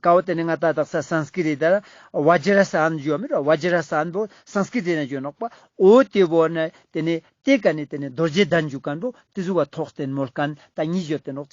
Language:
Ladakhi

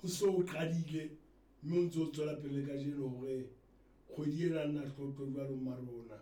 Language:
Southern Sotho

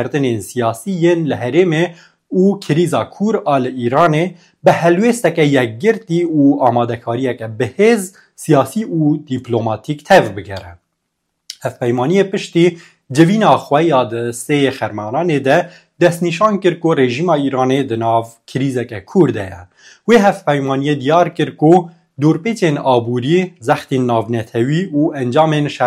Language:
Kurdish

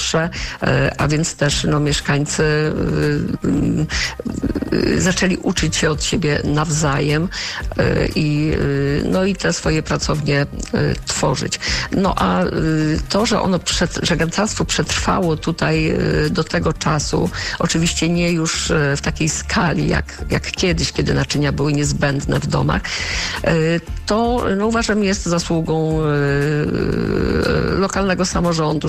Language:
Polish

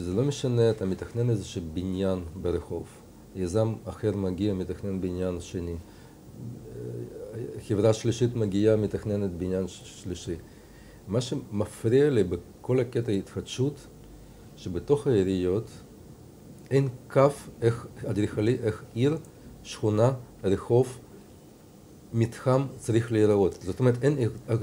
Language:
Hebrew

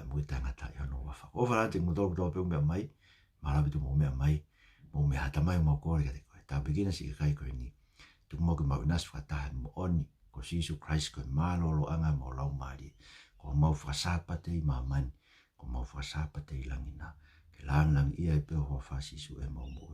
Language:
Tongan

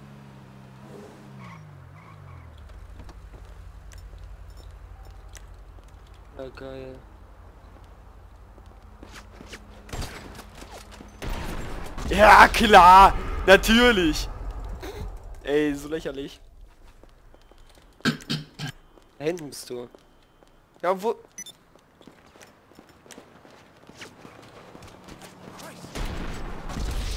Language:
German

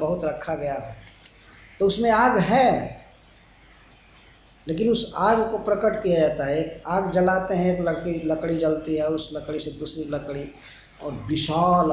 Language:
Hindi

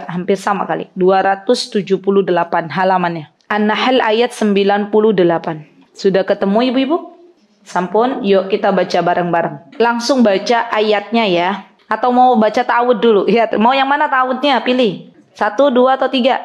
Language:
Indonesian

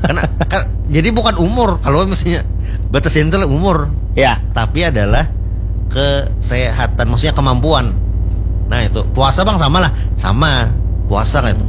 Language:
Banjar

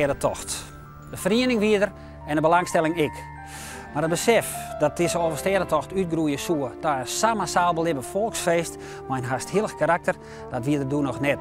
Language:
Western Frisian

